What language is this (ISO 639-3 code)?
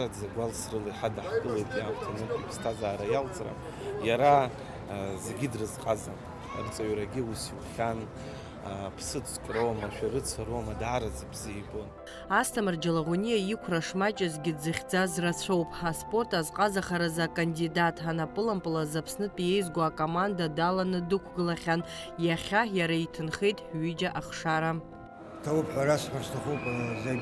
abk